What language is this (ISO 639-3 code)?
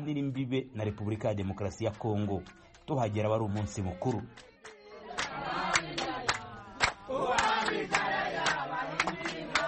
kin